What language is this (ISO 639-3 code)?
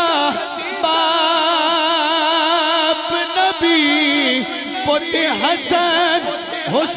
urd